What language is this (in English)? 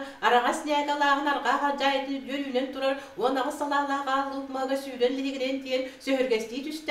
Yakut